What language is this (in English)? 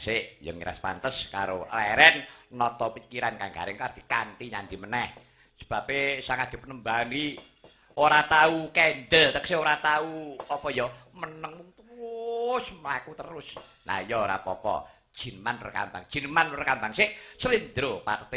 Javanese